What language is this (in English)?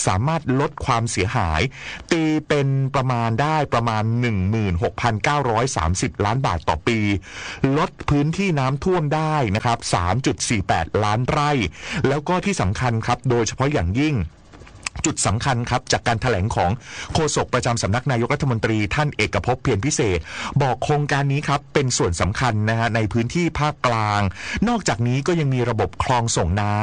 Thai